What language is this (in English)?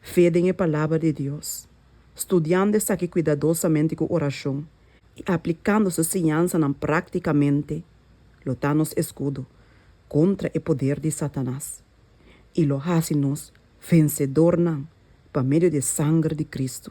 Papiamento